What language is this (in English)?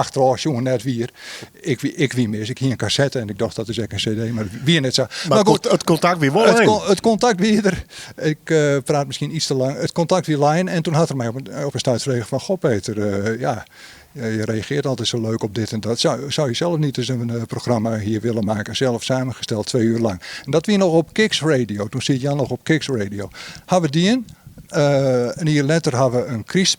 Western Frisian